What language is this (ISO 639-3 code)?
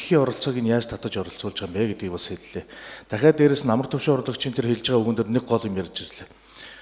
mon